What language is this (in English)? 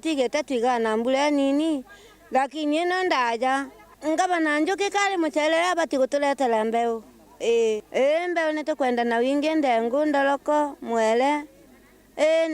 Meru